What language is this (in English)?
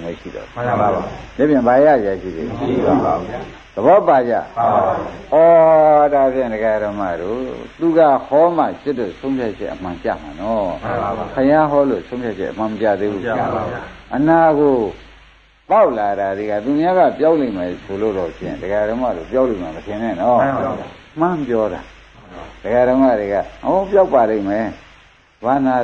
Burmese